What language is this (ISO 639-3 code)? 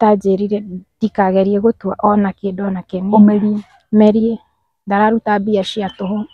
kik